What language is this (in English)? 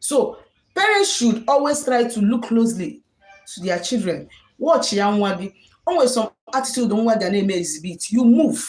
Igbo